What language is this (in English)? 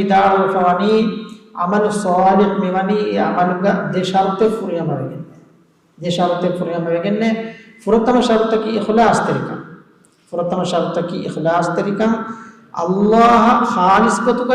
Divehi